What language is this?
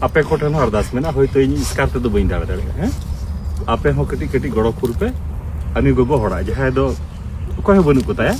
Santali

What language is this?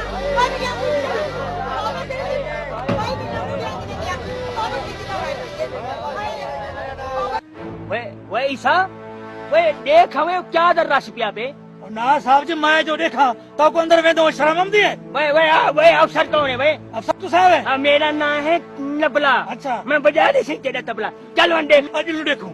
Saraiki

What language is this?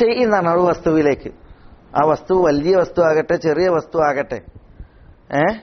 Malayalam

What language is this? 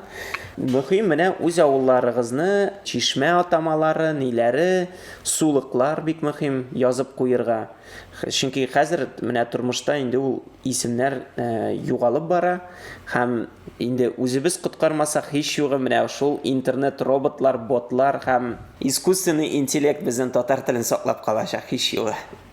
Tatar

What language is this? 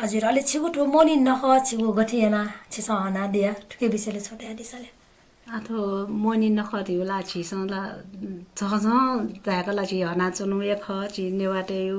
Newari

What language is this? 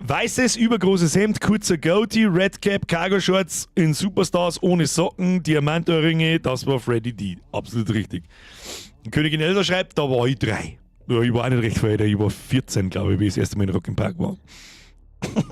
Bavarian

